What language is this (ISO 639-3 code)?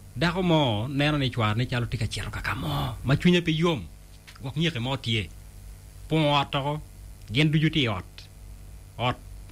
ach